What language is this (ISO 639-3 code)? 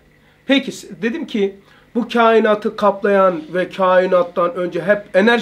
tur